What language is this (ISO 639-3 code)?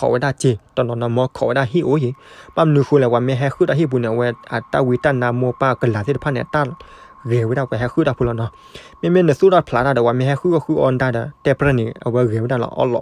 ksw